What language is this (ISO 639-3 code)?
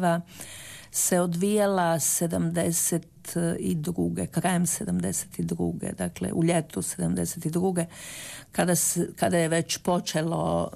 hrv